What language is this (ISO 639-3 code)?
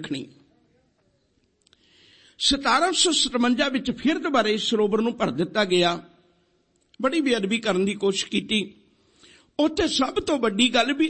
pan